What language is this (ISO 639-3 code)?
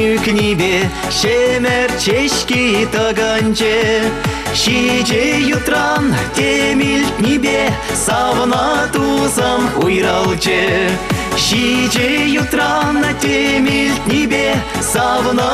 chv